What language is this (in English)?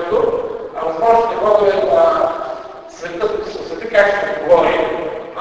Bulgarian